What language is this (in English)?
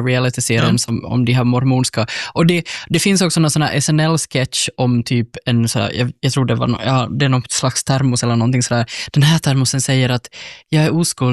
Swedish